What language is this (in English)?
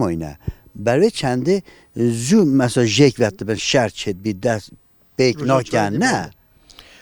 Kurdish